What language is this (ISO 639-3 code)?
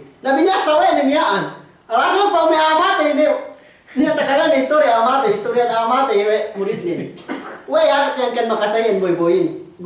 yka